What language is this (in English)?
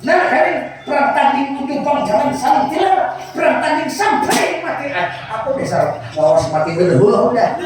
Banjar